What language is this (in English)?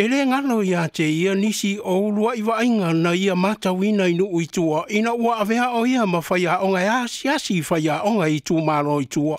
Samoan